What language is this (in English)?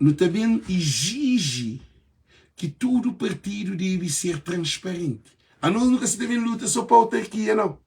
Kabuverdianu